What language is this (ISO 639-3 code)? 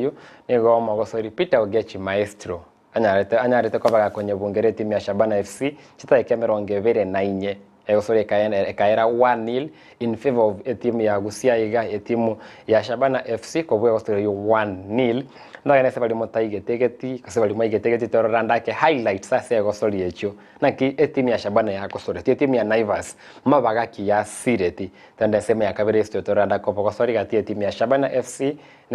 guz